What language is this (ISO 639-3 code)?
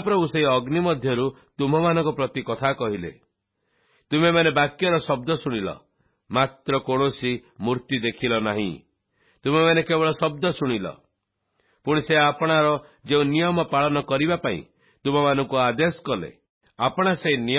ori